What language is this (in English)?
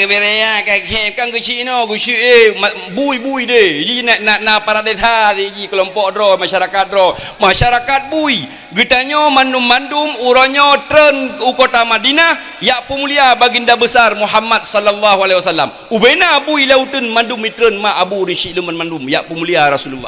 Achinese